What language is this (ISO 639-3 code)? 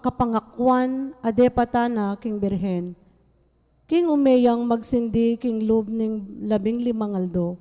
pam